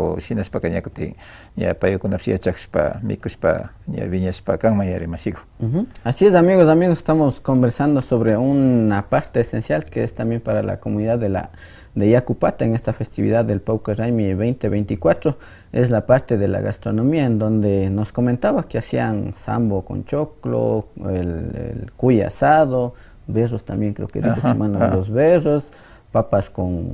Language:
Imbabura Highland Quichua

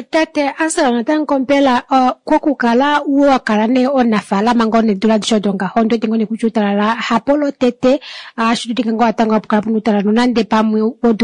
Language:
Kuanyama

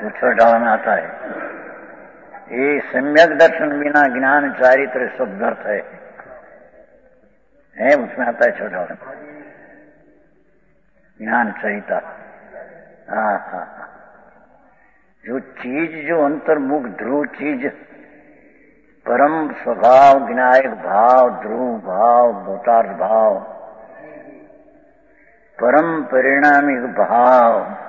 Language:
Hindi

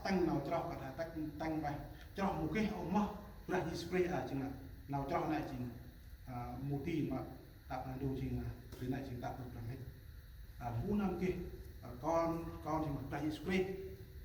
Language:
Central Mnong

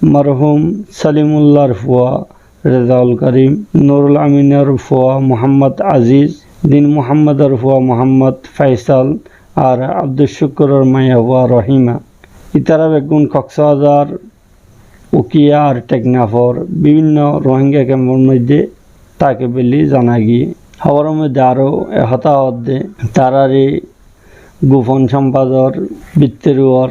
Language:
Rohingya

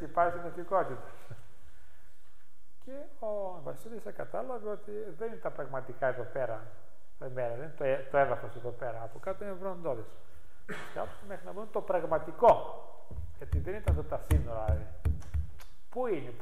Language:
Greek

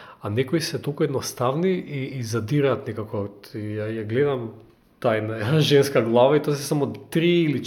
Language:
Macedonian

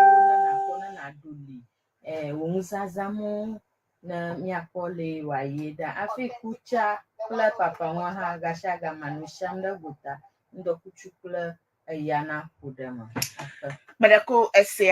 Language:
Ewe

